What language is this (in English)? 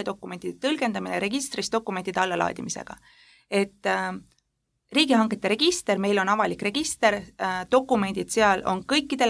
Estonian